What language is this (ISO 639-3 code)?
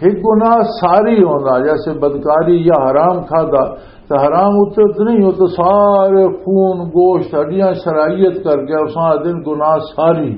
lah